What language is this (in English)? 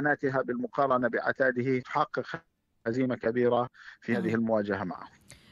Tunisian Arabic